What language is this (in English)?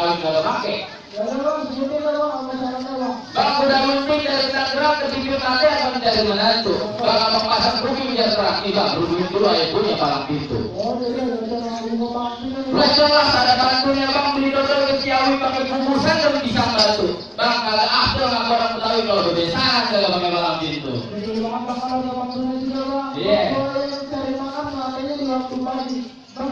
Betawi